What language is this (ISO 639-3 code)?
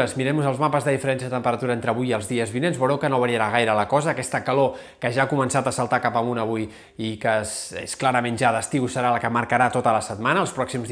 cat